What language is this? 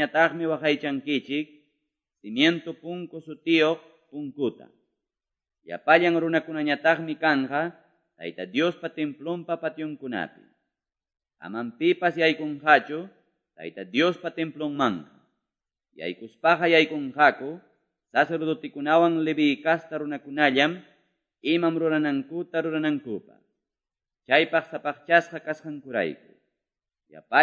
Quechua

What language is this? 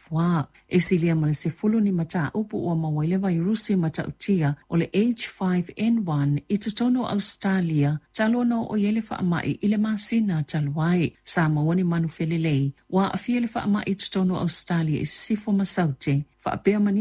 Samoan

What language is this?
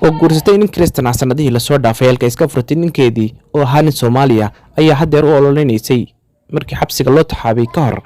Somali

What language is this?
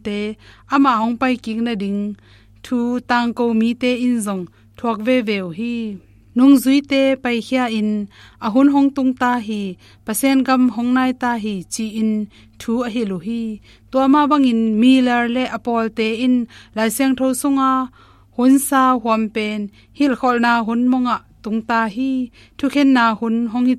Tedim Chin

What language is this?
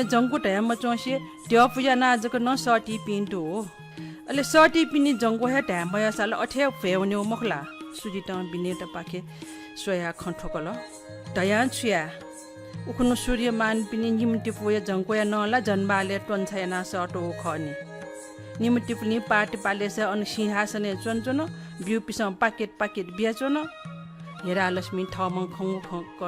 Newari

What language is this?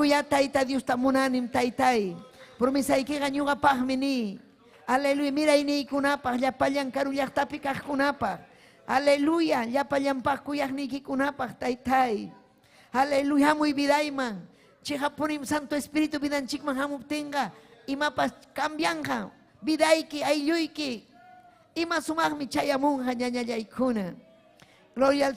Ayacucho Quechua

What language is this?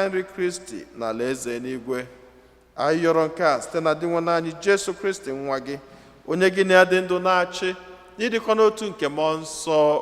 Igbo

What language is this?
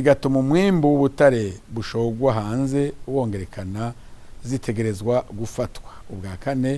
Rundi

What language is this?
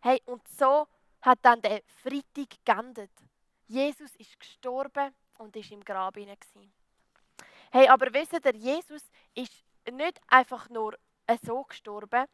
Swiss German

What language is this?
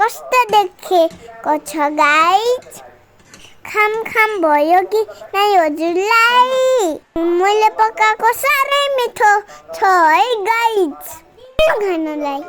Nepali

